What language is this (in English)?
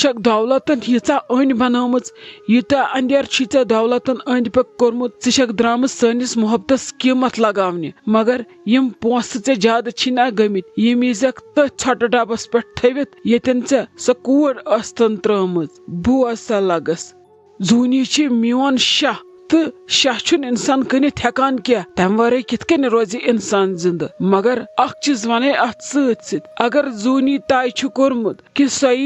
Kashmiri